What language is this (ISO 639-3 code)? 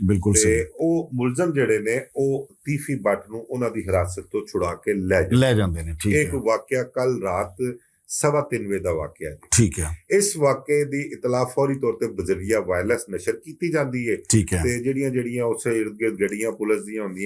lah